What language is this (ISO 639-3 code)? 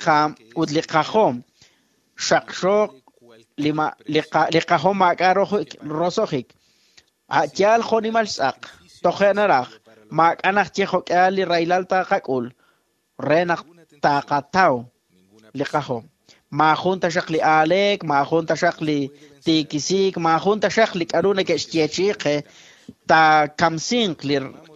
kek